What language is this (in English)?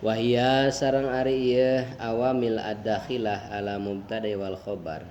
Sundanese